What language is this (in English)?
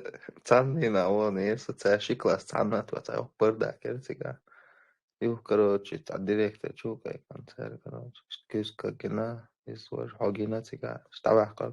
Chechen